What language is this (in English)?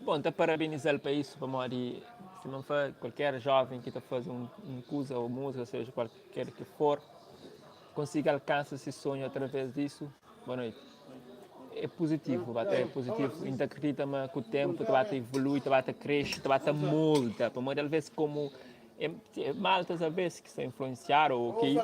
Kabuverdianu